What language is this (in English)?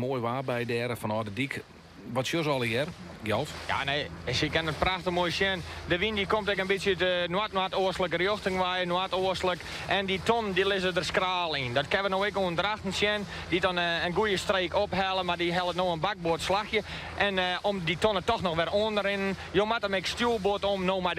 Western Frisian